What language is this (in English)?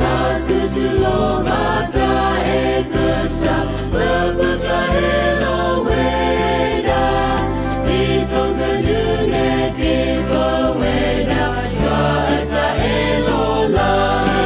S'gaw Karen